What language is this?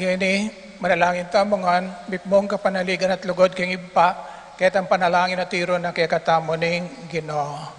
Pampanga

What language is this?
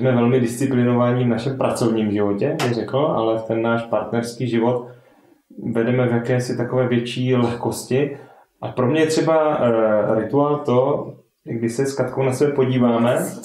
Czech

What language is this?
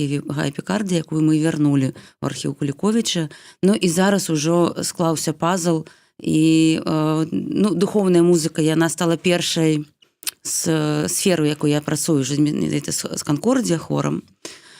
Belarusian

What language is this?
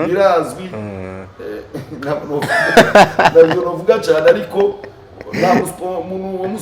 Rundi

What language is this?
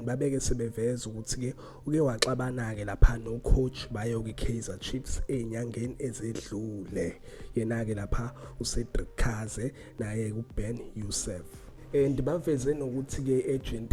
Zulu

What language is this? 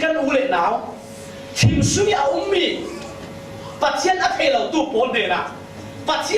Falam Chin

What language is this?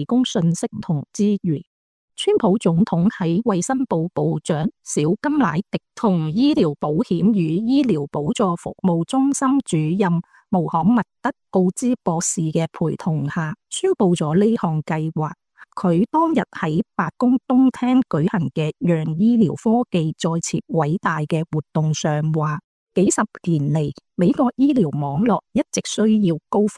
Cantonese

